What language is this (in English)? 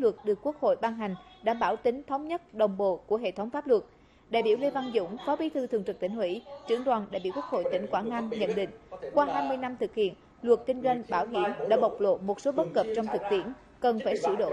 Vietnamese